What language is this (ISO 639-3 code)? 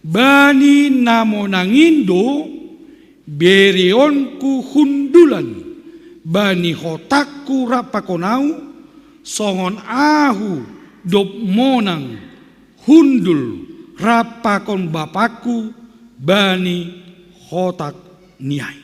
bts